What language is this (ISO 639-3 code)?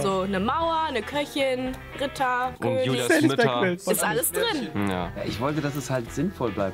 deu